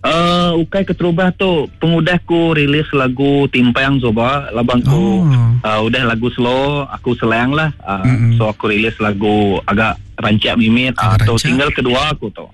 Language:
Iban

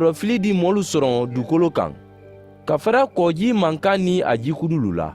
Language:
Mandingo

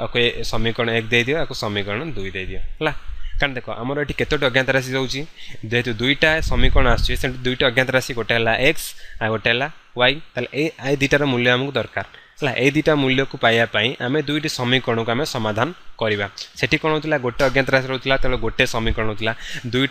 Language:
Odia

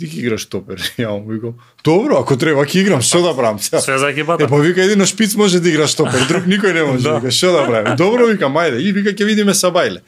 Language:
Macedonian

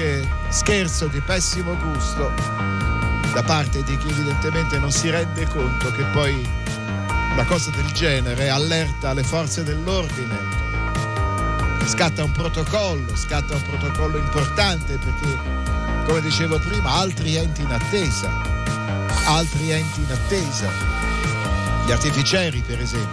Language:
Italian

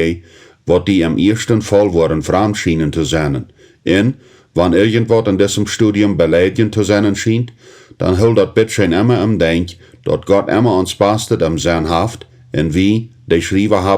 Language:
Plautdietsch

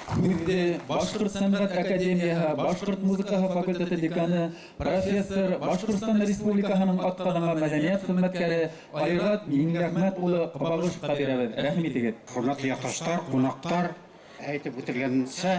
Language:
Bashkir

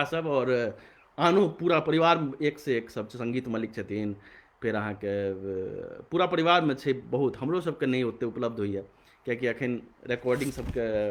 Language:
Maithili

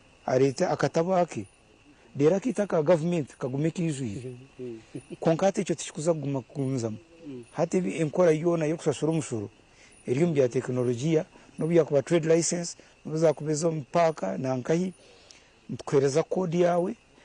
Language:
Nyankole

